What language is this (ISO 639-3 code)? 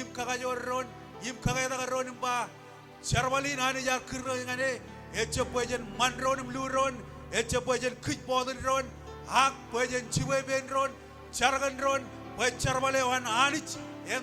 mah